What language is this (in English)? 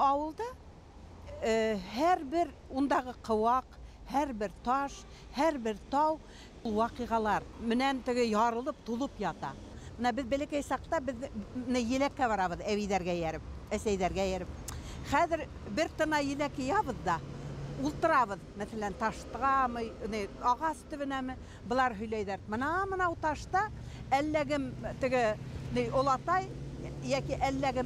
Bashkir